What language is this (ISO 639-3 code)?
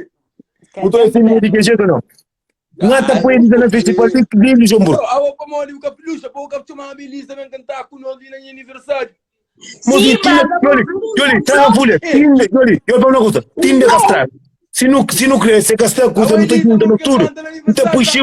kea